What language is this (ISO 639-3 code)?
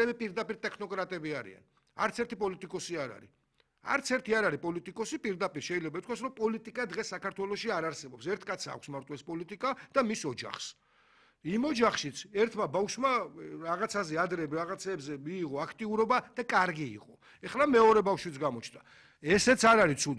kat